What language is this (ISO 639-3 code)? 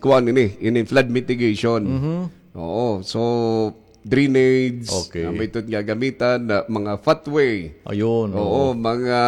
war